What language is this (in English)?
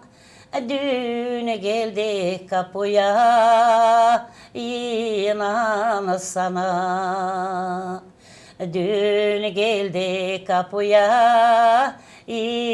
Gagauz